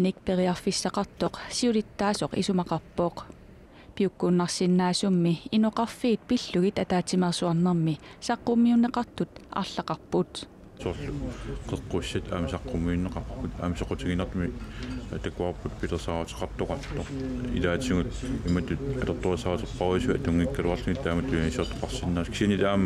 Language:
Kalaallisut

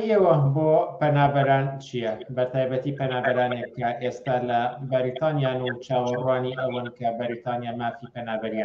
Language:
Central Kurdish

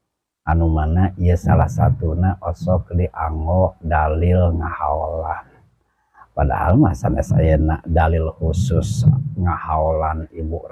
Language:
Sundanese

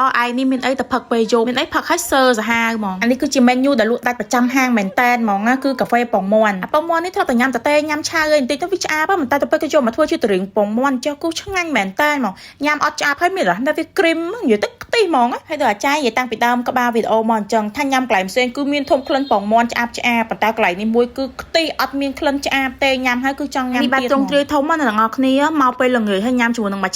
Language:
Khmer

